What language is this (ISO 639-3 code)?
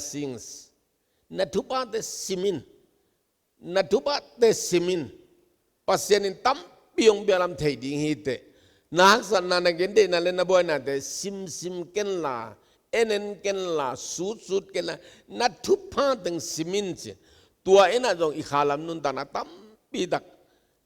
ctd